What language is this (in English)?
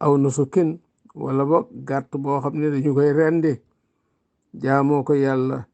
Wolof